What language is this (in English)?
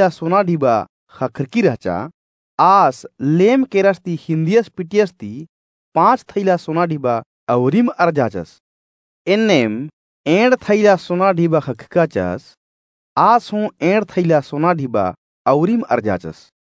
Kurukh